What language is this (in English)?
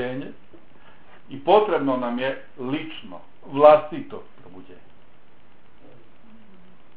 Bosnian